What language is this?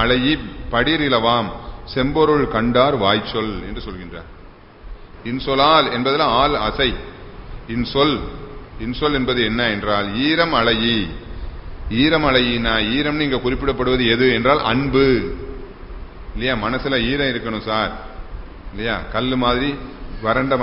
Tamil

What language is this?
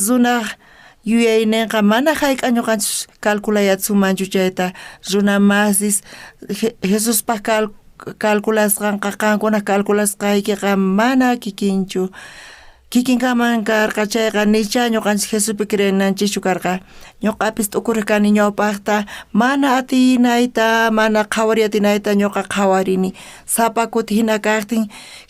South Bolivian Quechua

